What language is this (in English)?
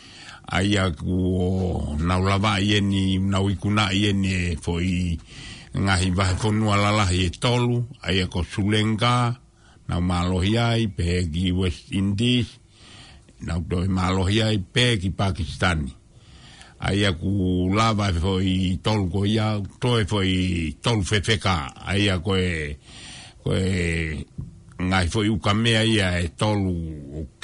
Tongan